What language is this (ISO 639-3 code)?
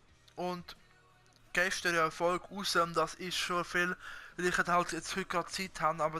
gsw